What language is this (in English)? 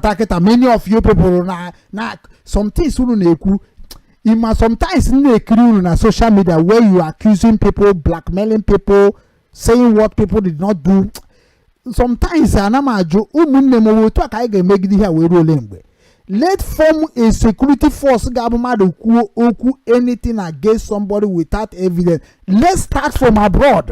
Igbo